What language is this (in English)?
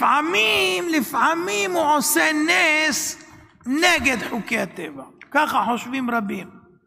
Hebrew